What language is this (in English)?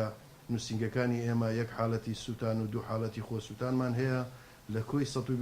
Central Kurdish